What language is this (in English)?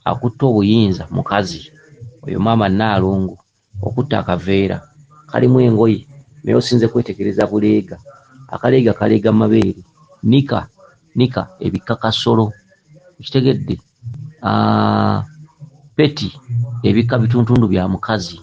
Ganda